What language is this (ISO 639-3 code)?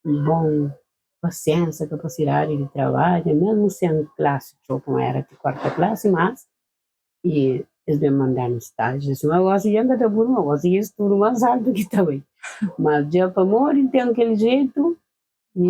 kea